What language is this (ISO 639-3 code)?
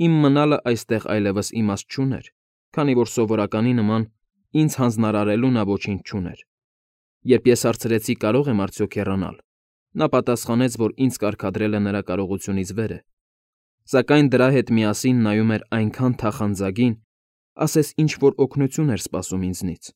hye